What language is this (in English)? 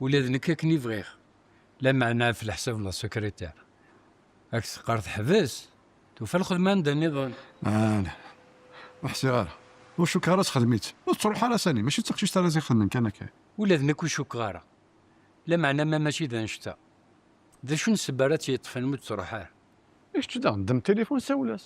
Kabyle